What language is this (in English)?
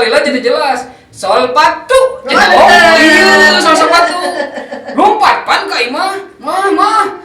Sundanese